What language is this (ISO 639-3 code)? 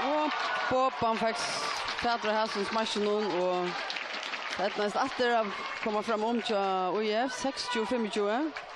fao